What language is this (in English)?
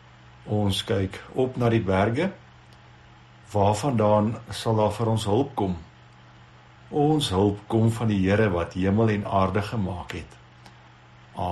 Afrikaans